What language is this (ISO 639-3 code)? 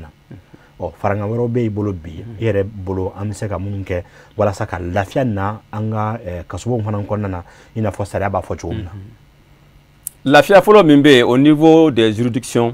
bam